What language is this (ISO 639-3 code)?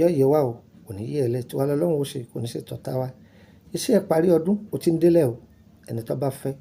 yor